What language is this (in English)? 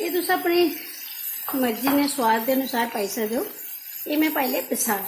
Dogri